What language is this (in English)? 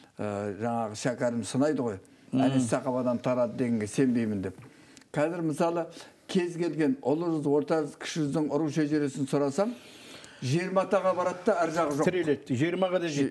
Kazakh